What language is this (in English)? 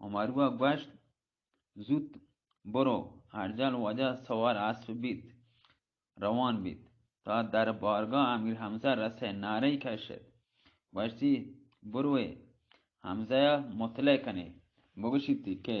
Baluchi